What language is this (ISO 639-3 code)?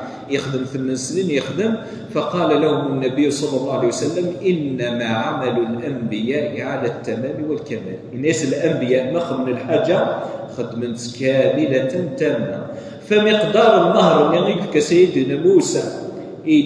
kab